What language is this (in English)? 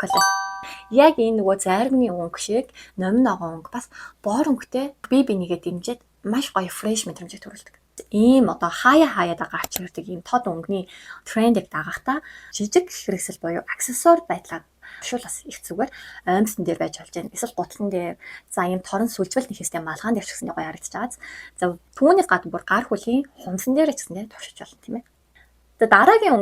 Mongolian